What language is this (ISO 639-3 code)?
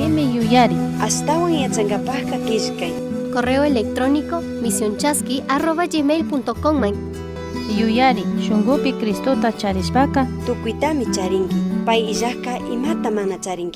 qug